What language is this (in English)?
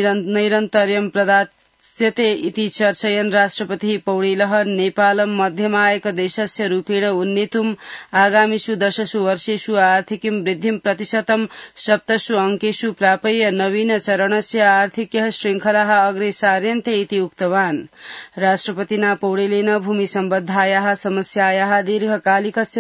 Sanskrit